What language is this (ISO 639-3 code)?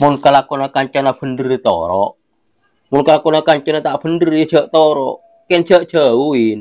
mad